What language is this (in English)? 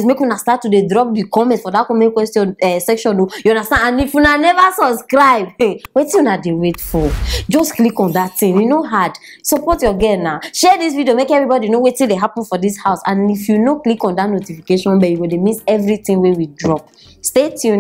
Nigerian Pidgin